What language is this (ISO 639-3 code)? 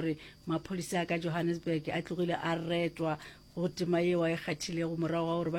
nso